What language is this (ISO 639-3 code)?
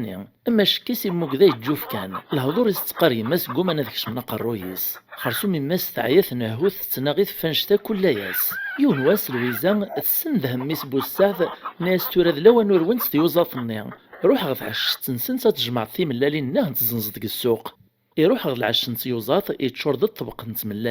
kab